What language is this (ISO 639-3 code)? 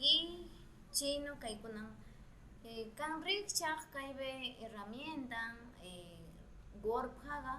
qwh